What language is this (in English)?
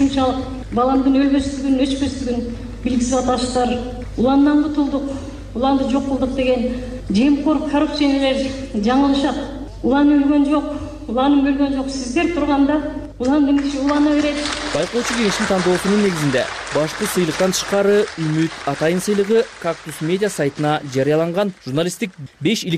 Kyrgyz